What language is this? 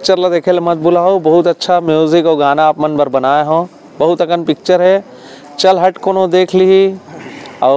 Chhattisgarhi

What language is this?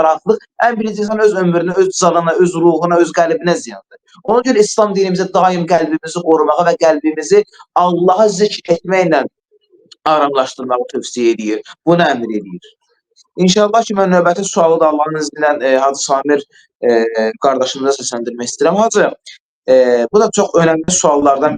Azerbaijani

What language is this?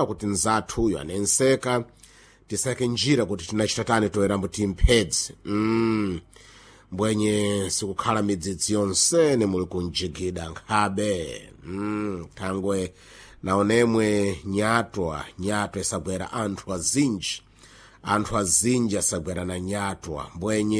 Sena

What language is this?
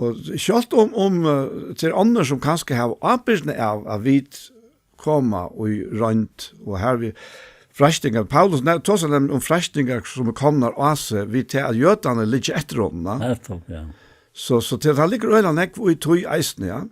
Faroese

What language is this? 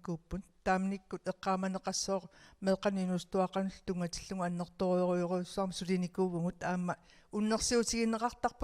Kalaallisut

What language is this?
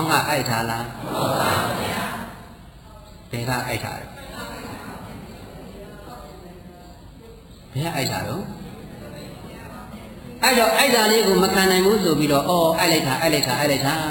Burmese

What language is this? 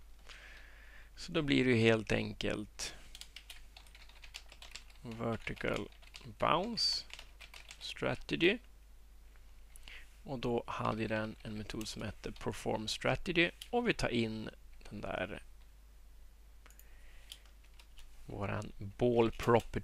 Swedish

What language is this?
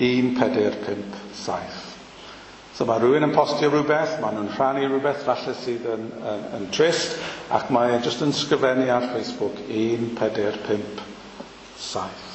Welsh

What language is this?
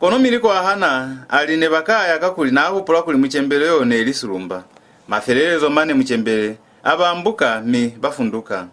Lozi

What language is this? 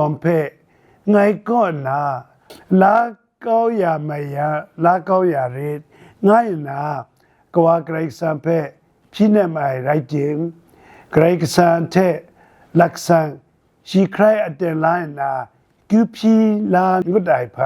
Kachin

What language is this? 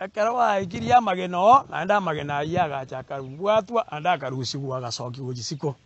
Gusii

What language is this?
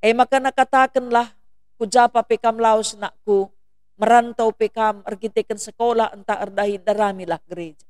Batak Karo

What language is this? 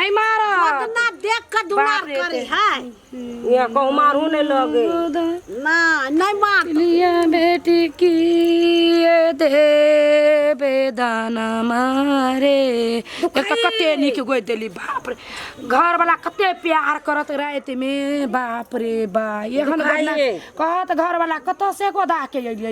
Maithili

